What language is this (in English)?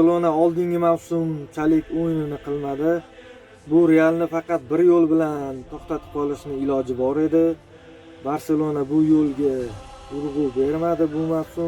Uzbek